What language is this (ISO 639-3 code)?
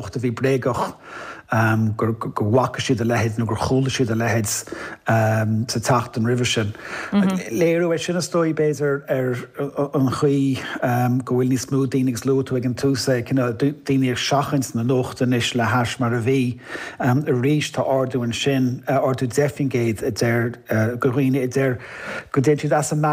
gle